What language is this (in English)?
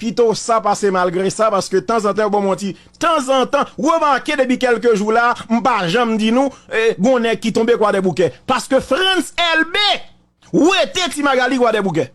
Haitian Creole